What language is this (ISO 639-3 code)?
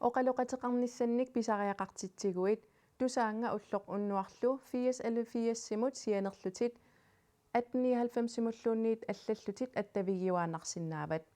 kal